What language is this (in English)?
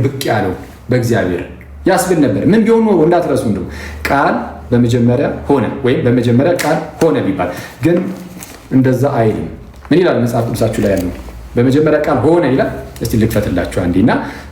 Amharic